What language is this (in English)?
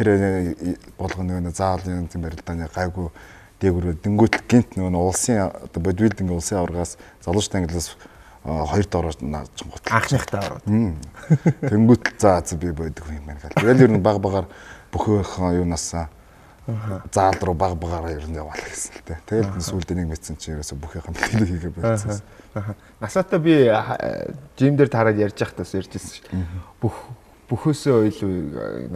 Mongolian